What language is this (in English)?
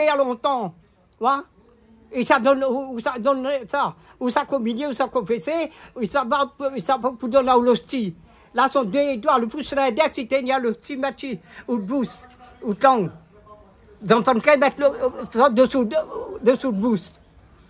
Réunion Creole French